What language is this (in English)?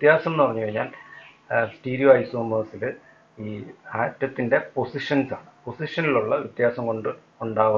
Malayalam